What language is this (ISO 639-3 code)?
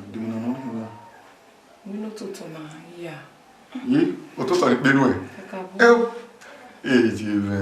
bin